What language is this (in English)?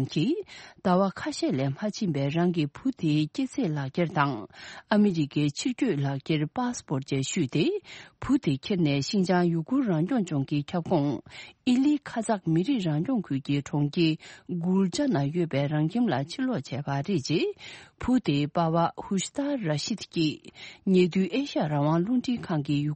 Tibetan